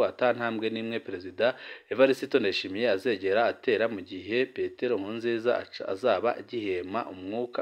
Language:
Rundi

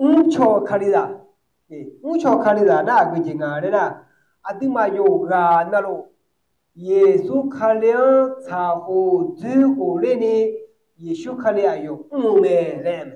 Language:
Akha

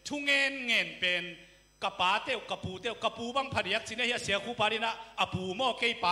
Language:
Tedim Chin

